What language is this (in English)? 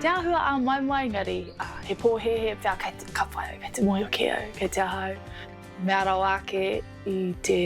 Māori